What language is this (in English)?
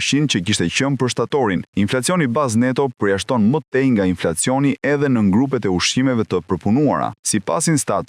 Albanian